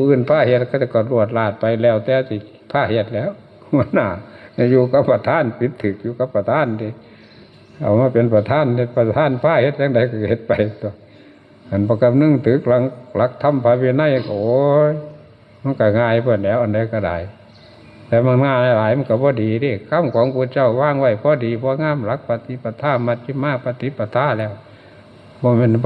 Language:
Northeastern Thai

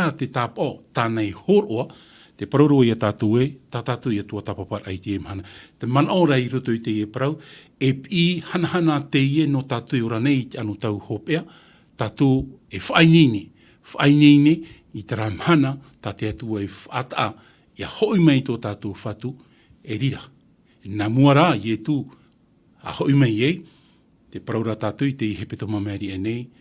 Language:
Tahitian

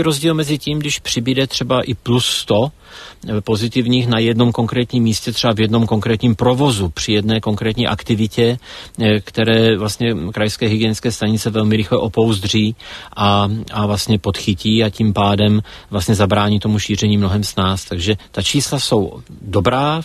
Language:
Czech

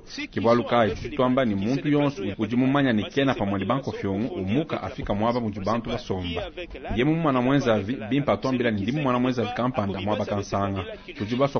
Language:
Luba-Lulua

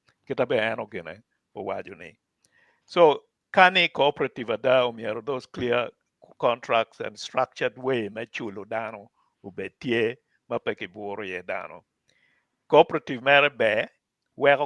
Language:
Acoli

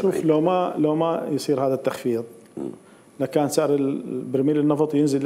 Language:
Mesopotamian Arabic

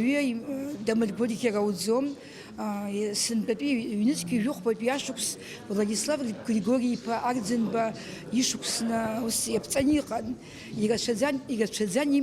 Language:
Abkhazian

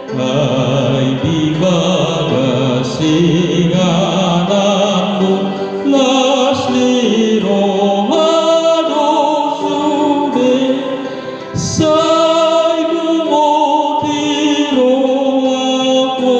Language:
Batak Toba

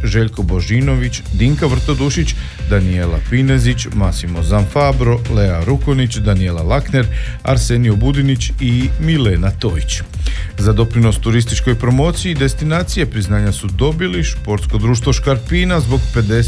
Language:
Croatian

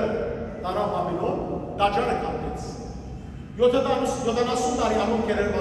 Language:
Western Armenian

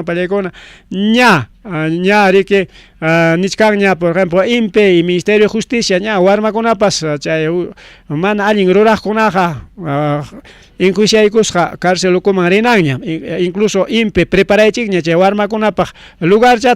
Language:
Ayacucho Quechua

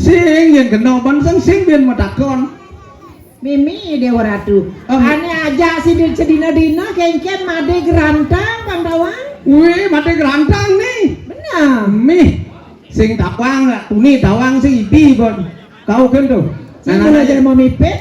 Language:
Balinese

